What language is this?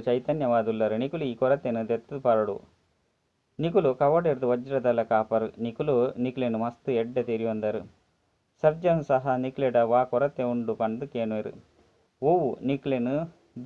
Tulu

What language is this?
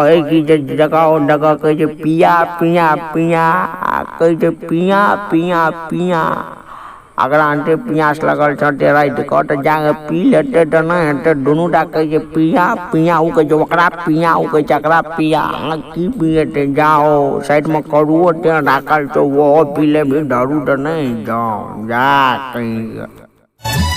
Maithili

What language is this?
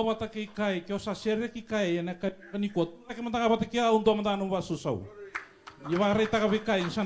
Fijian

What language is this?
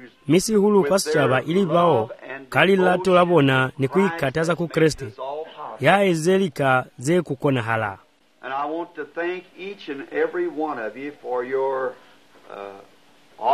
Swahili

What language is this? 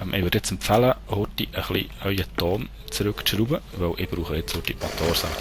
Swiss German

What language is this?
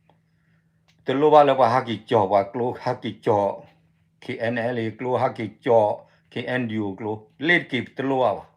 S'gaw Karen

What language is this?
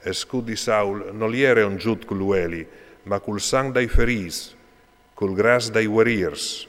Friulian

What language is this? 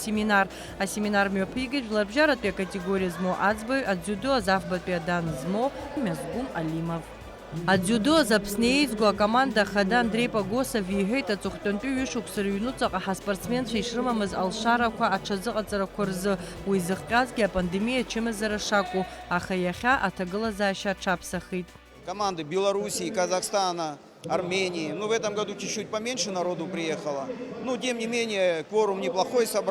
Abkhazian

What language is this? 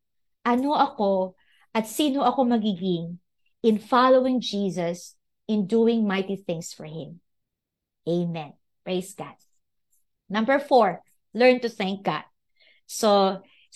Filipino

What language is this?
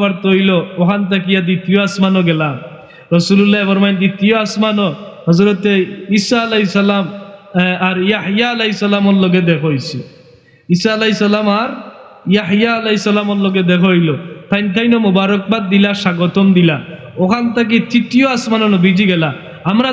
Sylheti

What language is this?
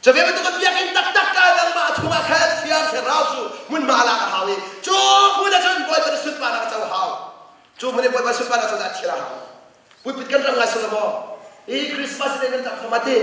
Hakha Chin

